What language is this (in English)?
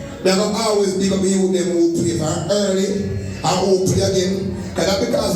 Jamaican Creole English